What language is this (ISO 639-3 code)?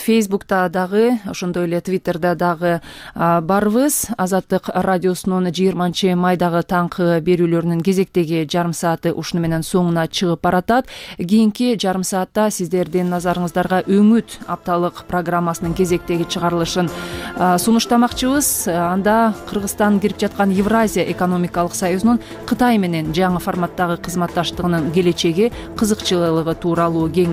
kir